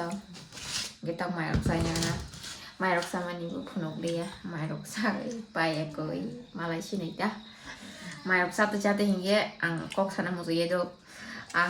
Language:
Kok Borok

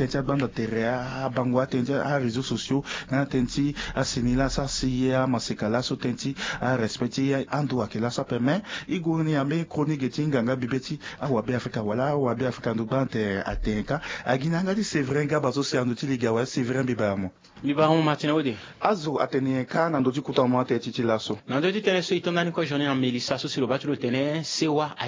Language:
Sango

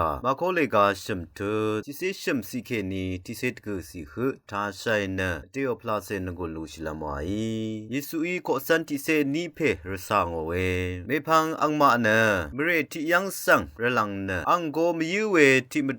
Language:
Rawang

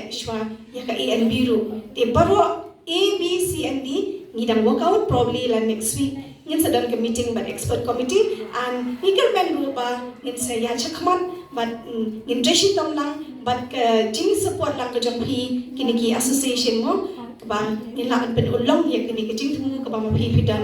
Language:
Khasi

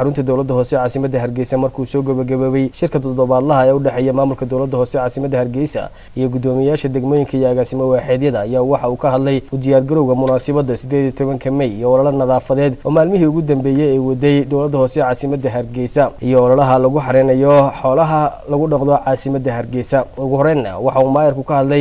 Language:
Somali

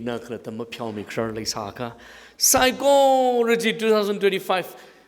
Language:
Tangkhul Naga (India)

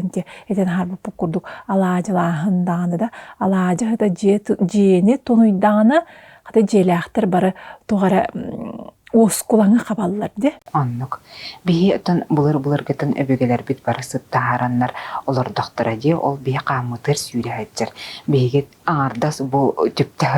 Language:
Yakut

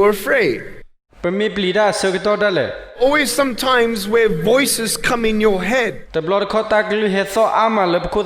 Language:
S'gaw Karen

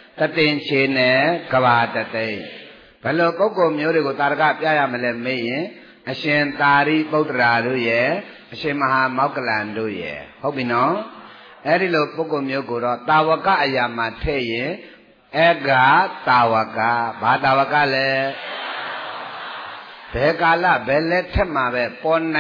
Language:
Burmese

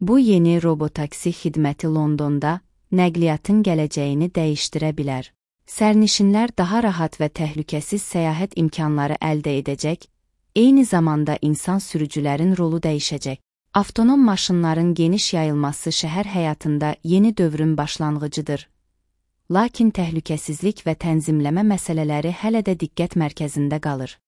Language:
Azerbaijani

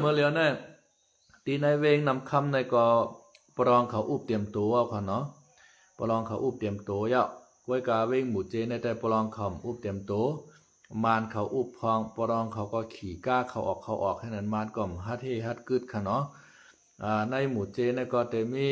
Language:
Shan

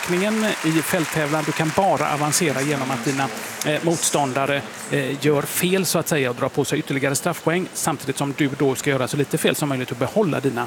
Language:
Swedish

